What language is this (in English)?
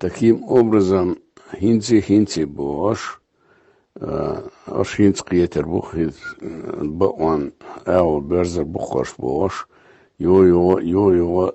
Chechen